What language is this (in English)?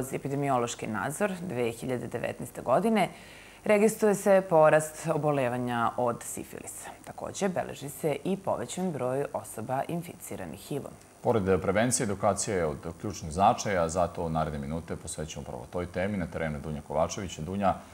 Serbian